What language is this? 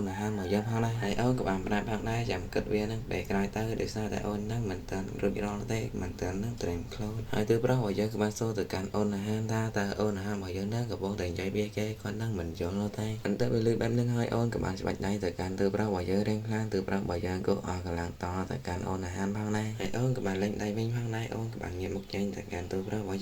Khmer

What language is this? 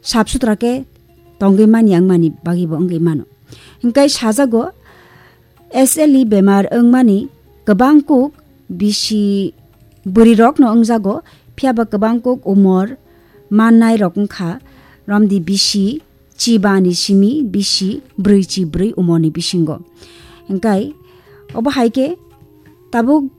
Kok Borok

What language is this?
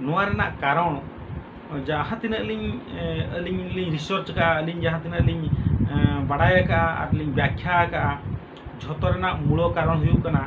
Santali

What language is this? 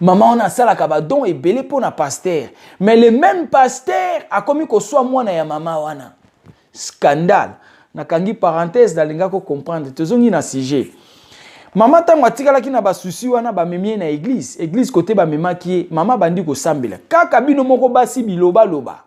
Lingala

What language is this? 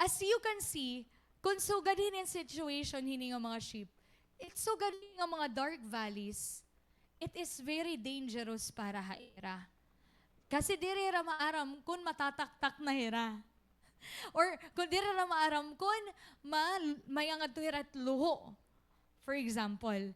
Waray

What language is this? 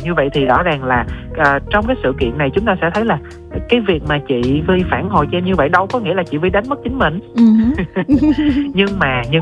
Vietnamese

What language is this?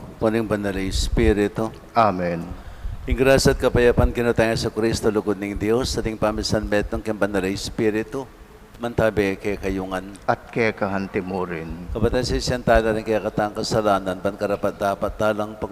Pampanga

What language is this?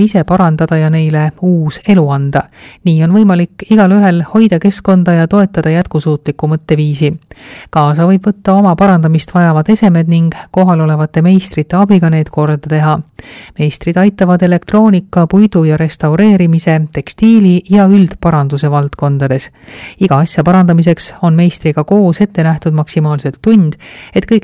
Estonian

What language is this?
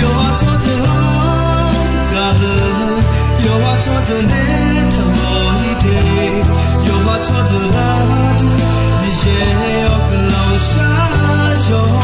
Akha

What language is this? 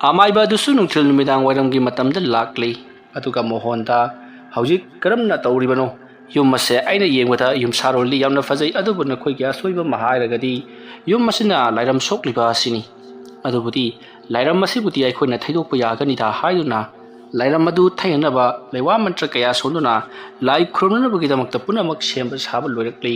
Manipuri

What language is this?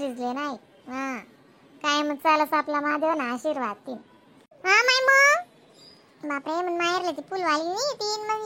Khandesi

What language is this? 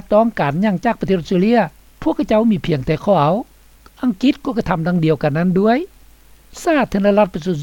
Lao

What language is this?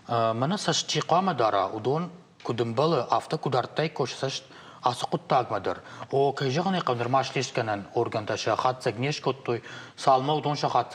Ossetic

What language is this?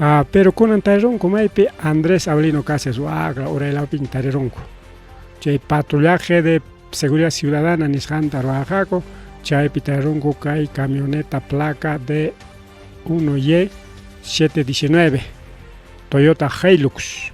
Ayacucho Quechua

